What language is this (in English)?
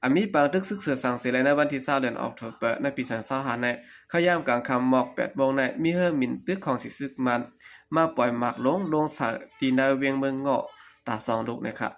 Shan